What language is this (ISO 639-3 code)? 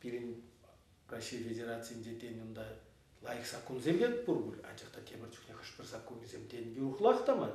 chv